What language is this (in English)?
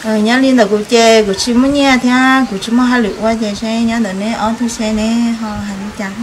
Hmong